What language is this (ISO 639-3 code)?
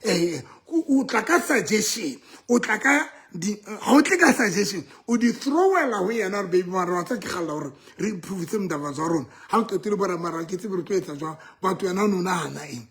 sot